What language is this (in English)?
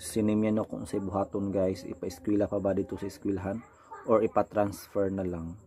Cebuano